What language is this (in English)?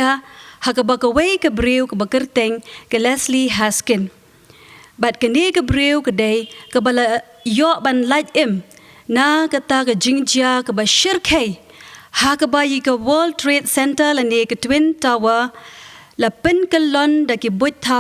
Khasi